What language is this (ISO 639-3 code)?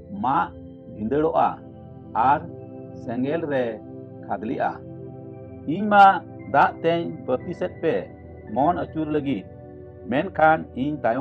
sat